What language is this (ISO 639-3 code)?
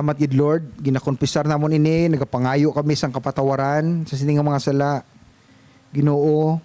hil